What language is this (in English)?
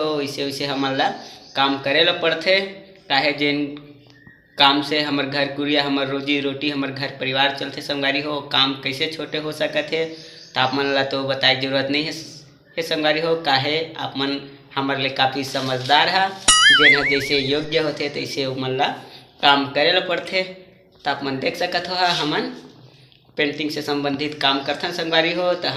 Chhattisgarhi